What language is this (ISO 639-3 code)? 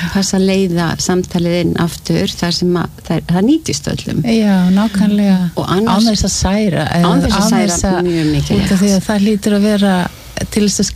isl